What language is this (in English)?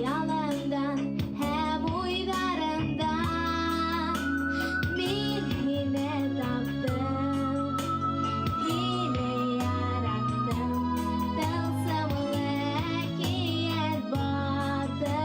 Bashkir